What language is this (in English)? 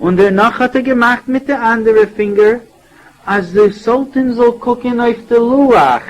Yiddish